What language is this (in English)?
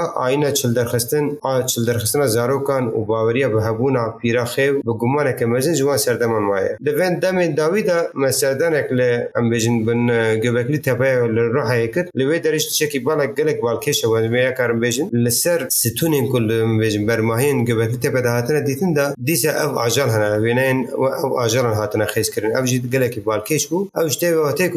Kurdish